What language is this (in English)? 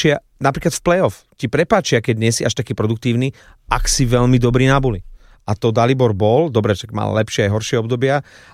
Slovak